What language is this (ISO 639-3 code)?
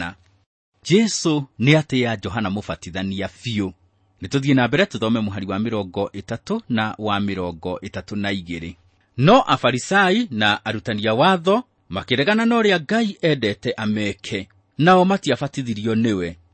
kik